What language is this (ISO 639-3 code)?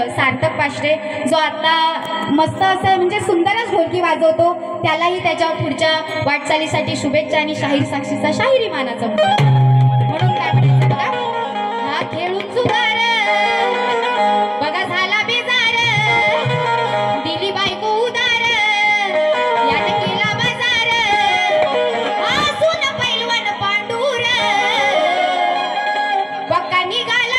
mar